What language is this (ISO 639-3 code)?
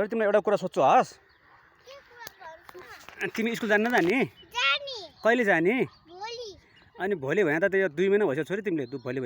nep